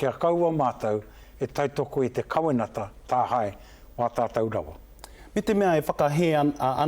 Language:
Māori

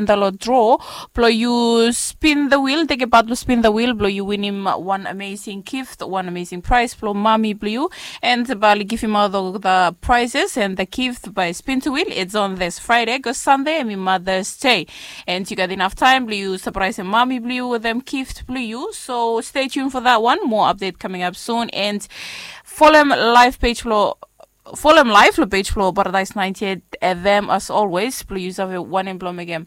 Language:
Bislama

